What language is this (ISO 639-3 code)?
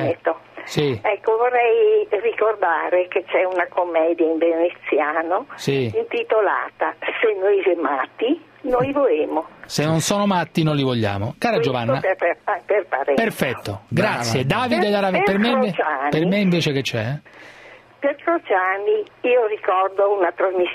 ita